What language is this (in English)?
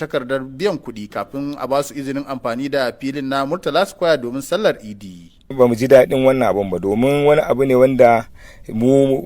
Hausa